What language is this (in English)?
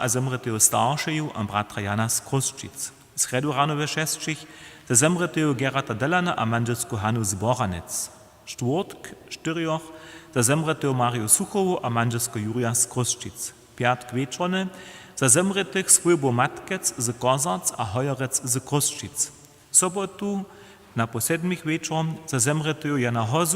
Upper Sorbian